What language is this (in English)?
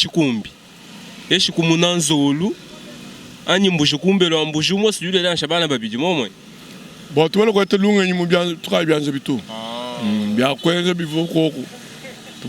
Luba-Lulua